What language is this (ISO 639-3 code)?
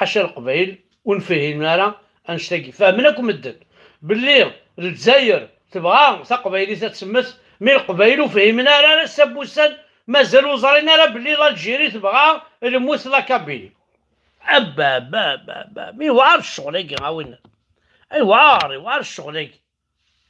kab